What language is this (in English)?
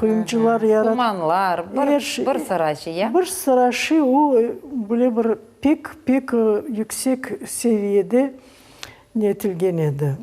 Crimean Tatar